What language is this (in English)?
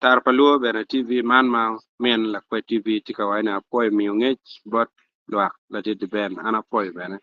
Acoli